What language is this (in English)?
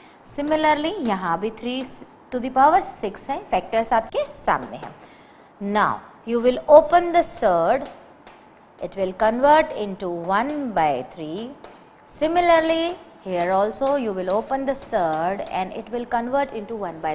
Hindi